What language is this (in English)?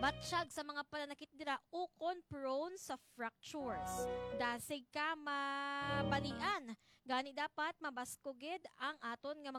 Hiligaynon